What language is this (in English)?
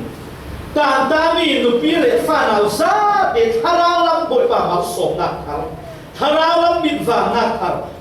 Falam Chin